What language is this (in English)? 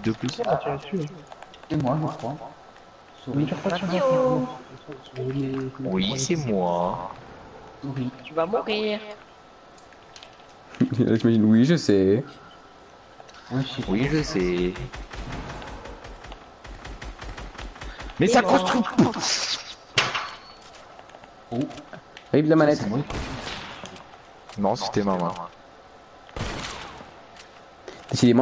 French